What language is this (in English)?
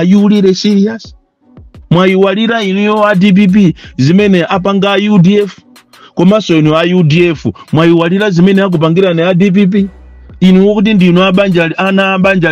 Nyanja